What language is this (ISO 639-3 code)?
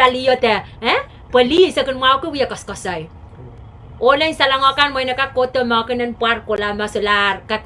pon